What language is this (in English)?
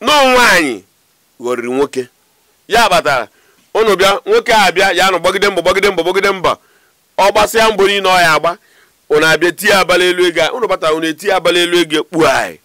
Igbo